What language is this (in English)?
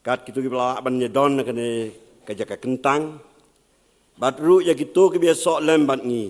Khasi